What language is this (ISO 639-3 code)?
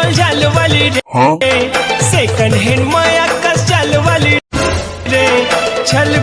hne